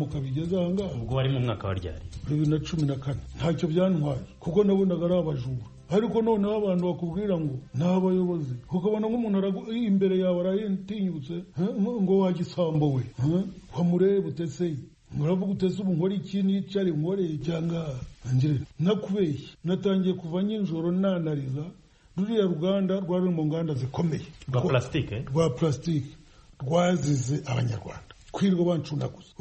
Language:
Kinyarwanda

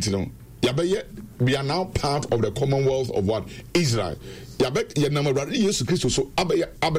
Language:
Akan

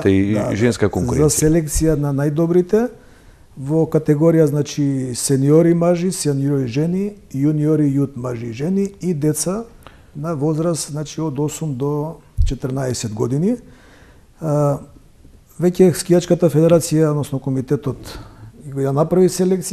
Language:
Macedonian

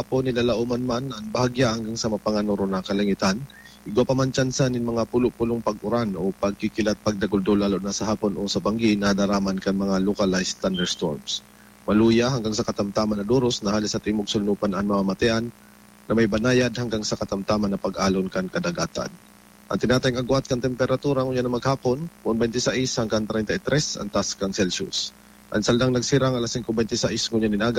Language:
Bikol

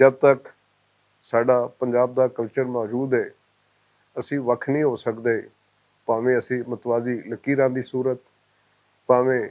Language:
Western Panjabi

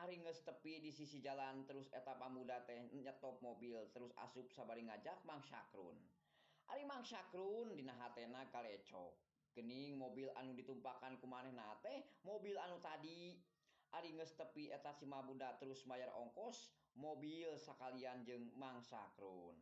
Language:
Sundanese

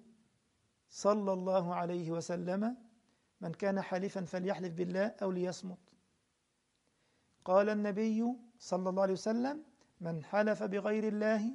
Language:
Arabic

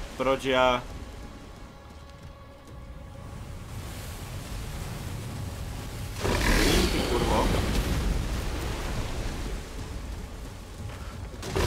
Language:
Czech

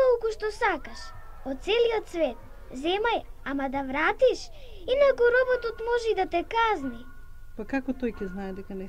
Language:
Macedonian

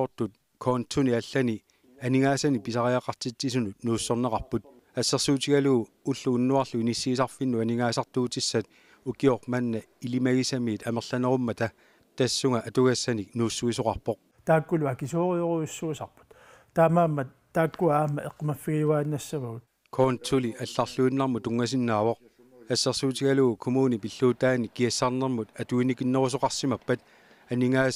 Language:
Kalaallisut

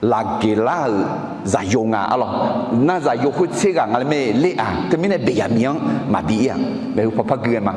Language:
Akha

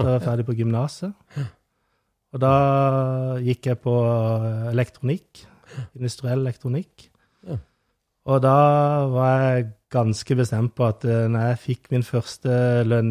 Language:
Norwegian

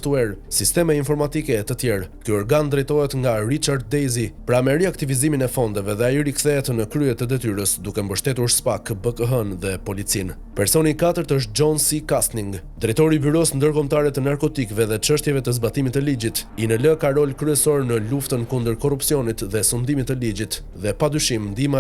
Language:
Albanian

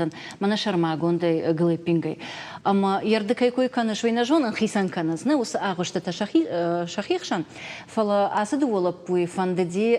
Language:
Ossetic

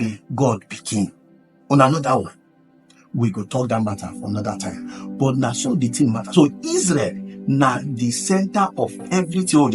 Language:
Nigerian Pidgin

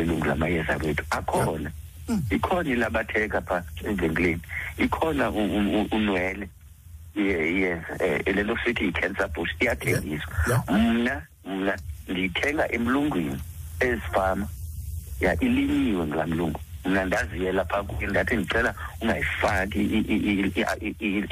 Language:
Xhosa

